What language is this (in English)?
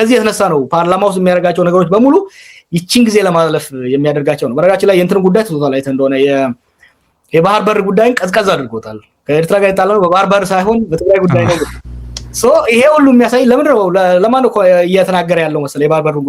Amharic